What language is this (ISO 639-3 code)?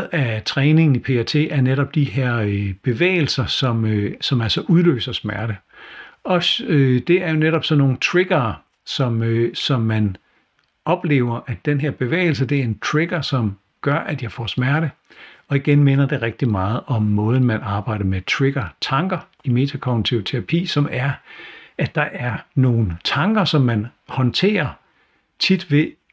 dan